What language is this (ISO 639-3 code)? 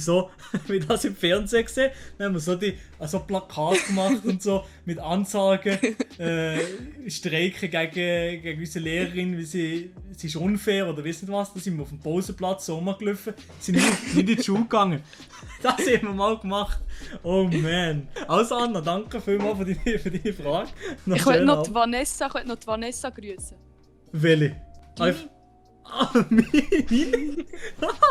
gsw